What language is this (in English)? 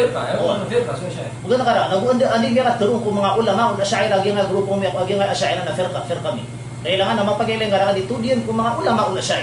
Maranao